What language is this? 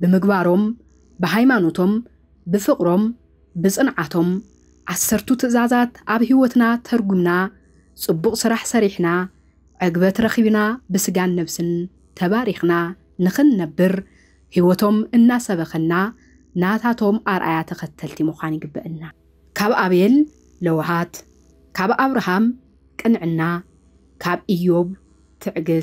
Tigrinya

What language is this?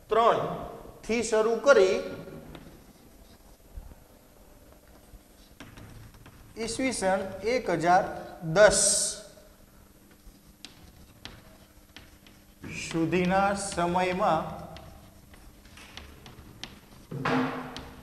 Gujarati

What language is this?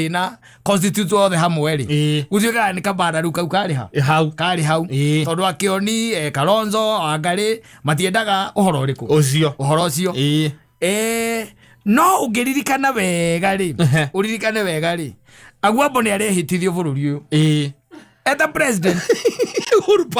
Kikuyu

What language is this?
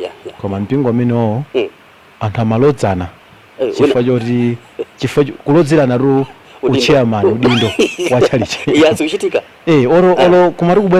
Nyanja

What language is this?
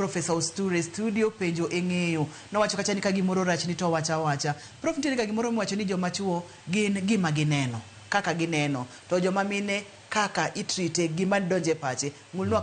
Luo (Kenya and Tanzania)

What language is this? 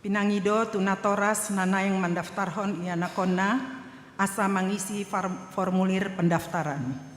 Batak Toba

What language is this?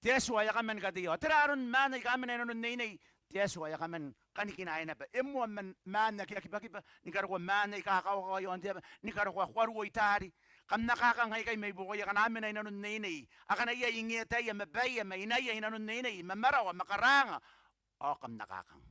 Gilbertese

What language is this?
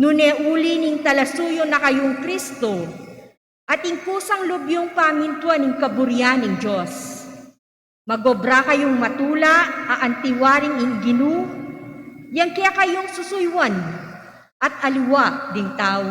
Pampanga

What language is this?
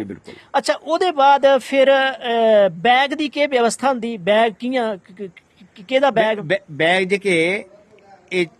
Dogri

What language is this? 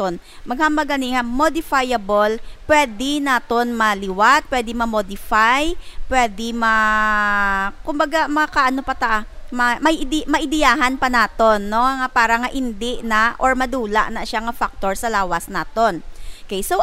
Hiligaynon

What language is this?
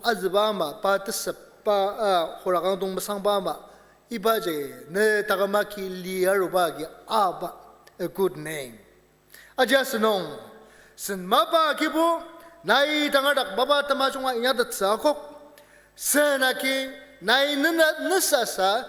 Ao Naga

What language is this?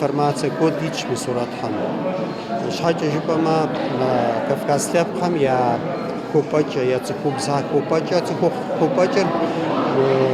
Kabardian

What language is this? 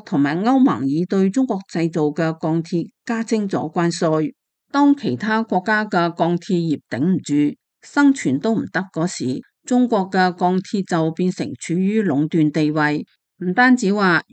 Cantonese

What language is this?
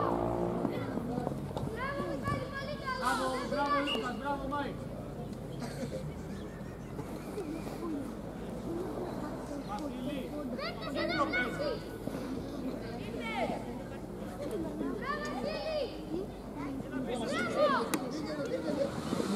Greek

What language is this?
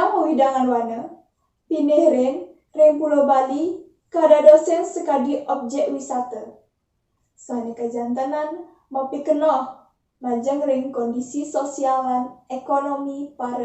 Balinese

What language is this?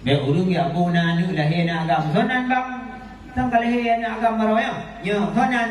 Achinese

